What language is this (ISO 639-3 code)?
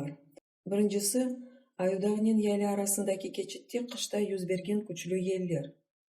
crh